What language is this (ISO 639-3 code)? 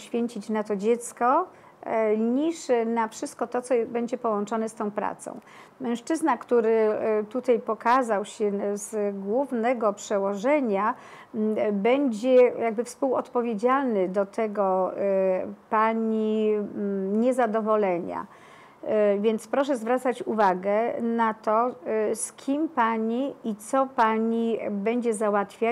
pol